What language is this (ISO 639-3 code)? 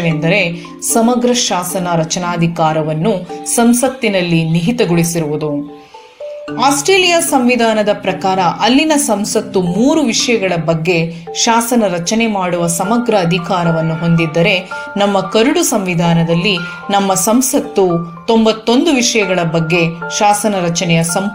kan